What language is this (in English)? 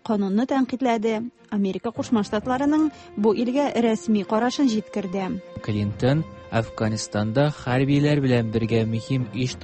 Tatar